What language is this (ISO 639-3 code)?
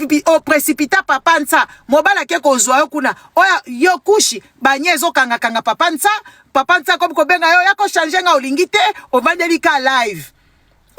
lin